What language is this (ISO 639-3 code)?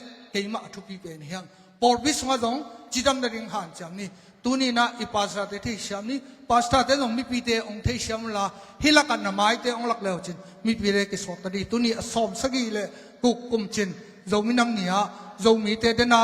ctd